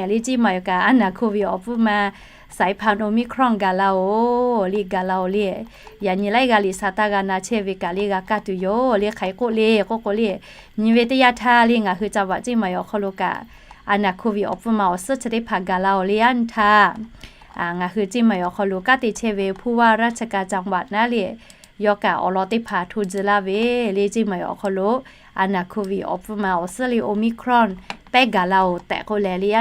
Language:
Lahu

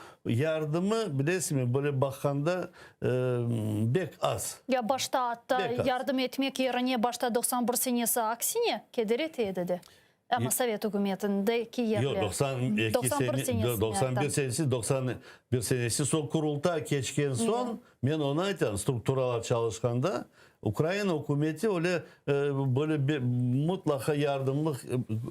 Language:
Crimean Tatar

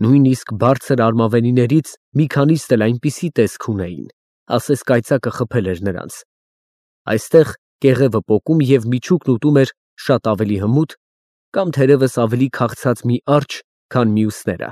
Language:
Armenian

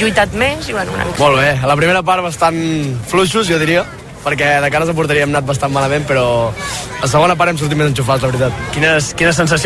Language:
Catalan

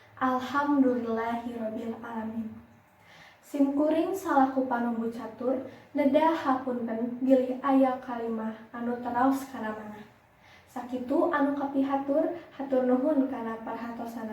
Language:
Sundanese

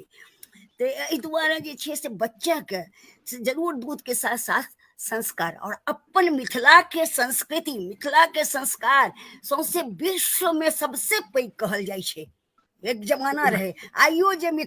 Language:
Maithili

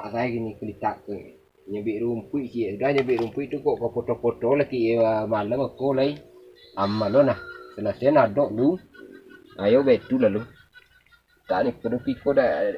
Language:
Minangkabau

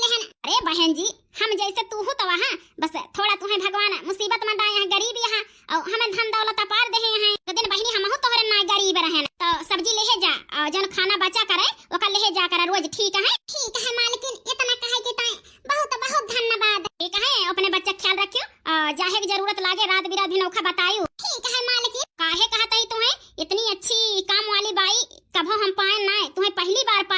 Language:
Awadhi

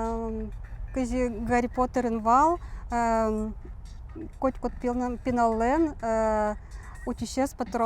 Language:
Udmurt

